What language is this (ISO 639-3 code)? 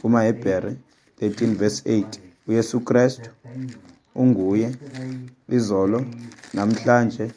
xho